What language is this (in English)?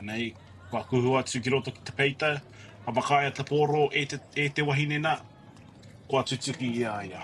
Māori